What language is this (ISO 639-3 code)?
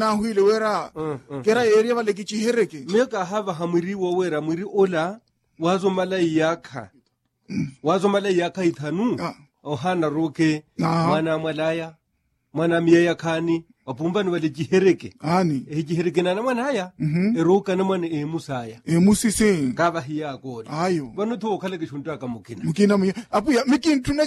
vmw